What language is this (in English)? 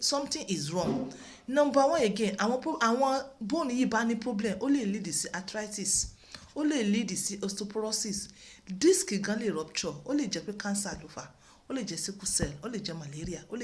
Yoruba